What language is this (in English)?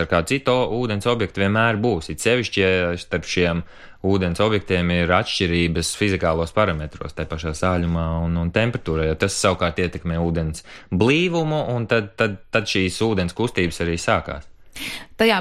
Latvian